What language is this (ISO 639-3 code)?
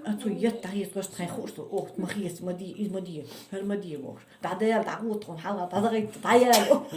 che